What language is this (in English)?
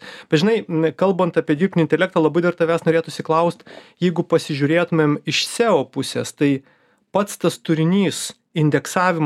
Lithuanian